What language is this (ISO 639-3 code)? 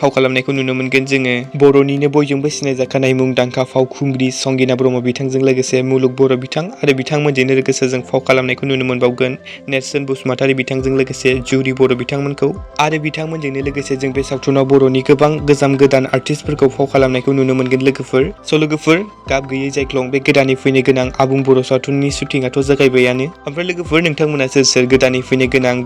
brx